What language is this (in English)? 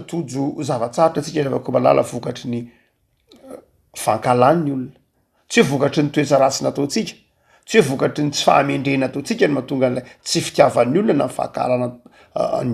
Malagasy